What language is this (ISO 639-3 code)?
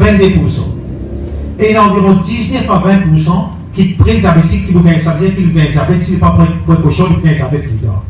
mfe